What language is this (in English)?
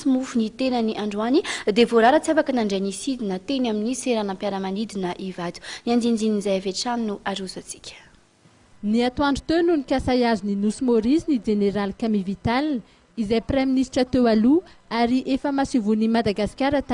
Malagasy